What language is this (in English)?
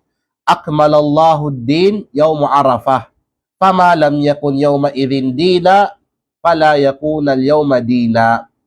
Kalagan